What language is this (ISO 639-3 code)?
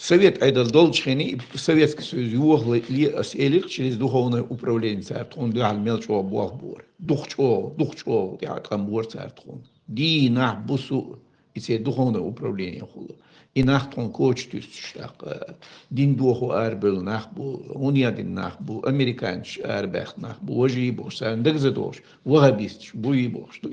che